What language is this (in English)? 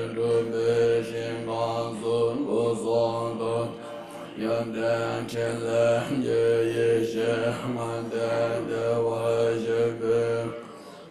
Tibetan